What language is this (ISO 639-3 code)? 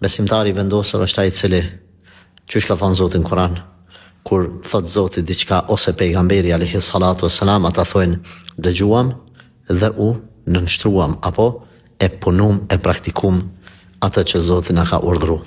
sqi